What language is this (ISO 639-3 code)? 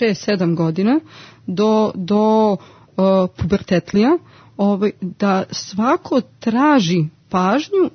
srp